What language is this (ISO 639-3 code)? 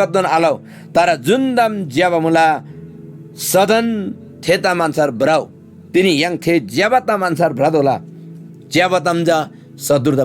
taj